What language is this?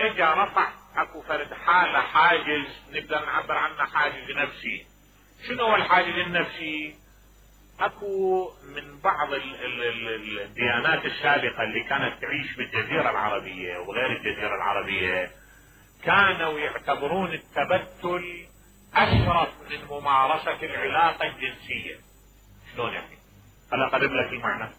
Mesopotamian Arabic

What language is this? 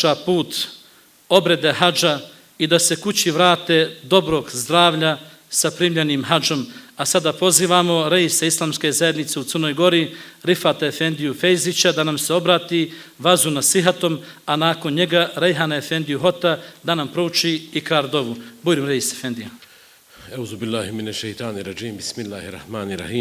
Bosnian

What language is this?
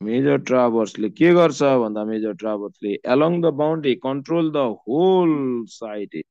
Nepali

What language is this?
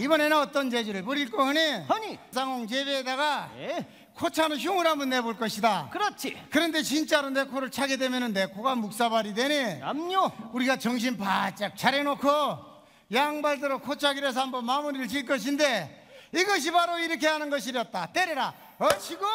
Korean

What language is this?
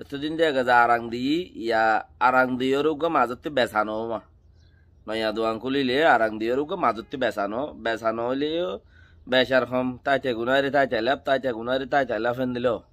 Rohingya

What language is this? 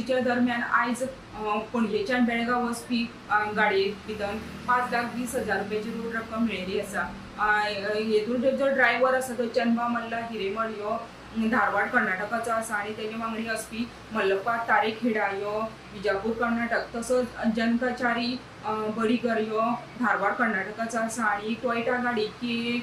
Konkani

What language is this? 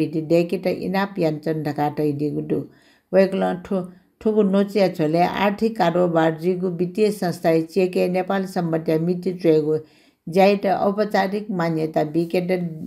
Newari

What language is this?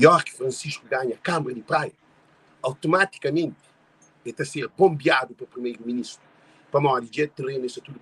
Kabuverdianu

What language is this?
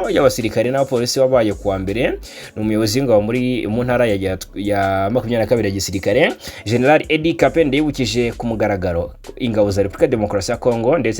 Kinyarwanda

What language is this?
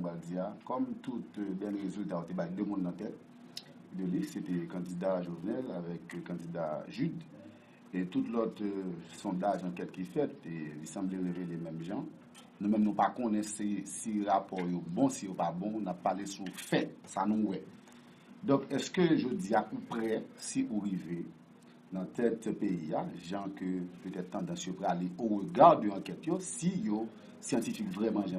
Haitian Creole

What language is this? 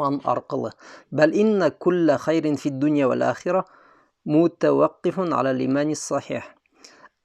Bashkir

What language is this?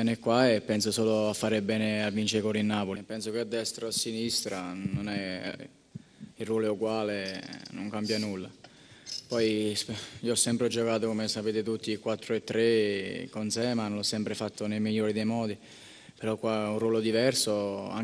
Italian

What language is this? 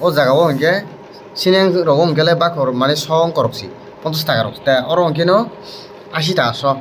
Kok Borok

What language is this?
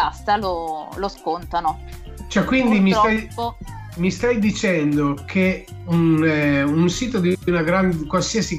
Italian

